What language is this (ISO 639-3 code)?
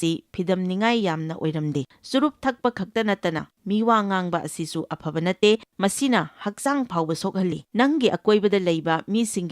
mni